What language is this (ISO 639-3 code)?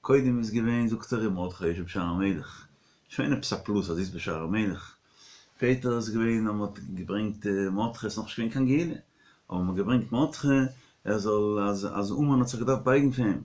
yid